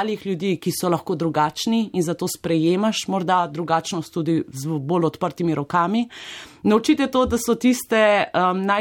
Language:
Slovenian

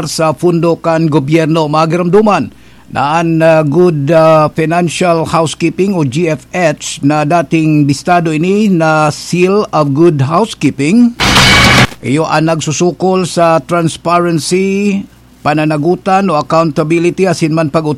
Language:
Bikol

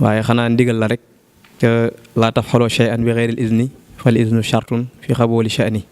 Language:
Wolof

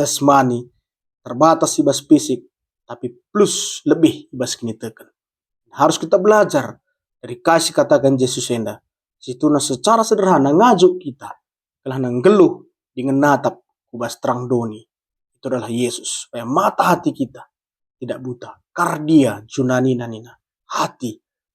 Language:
Batak Karo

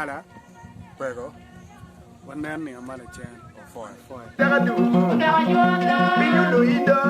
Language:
Acoli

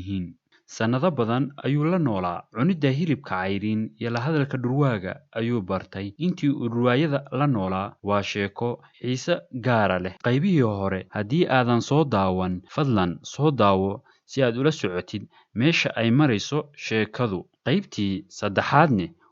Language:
Somali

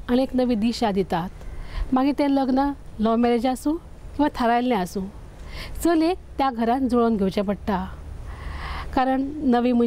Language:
Konkani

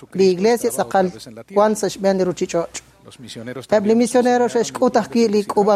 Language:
Kekchí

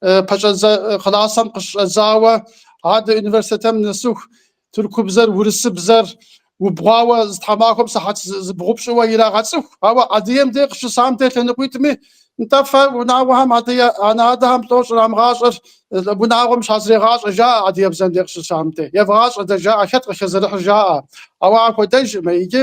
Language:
Kabardian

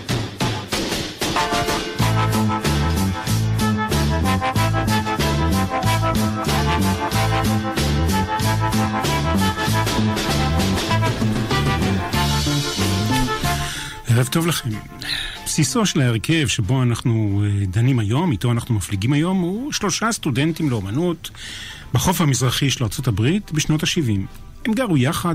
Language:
Hebrew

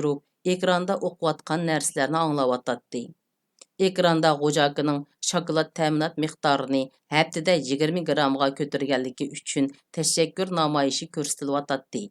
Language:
Uyghur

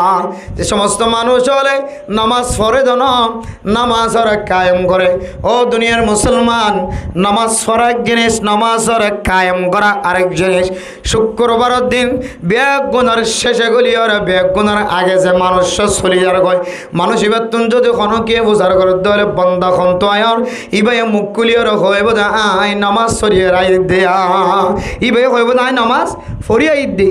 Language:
Rohingya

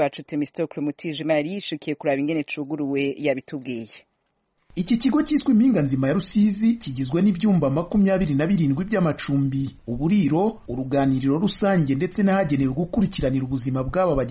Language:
Kinyarwanda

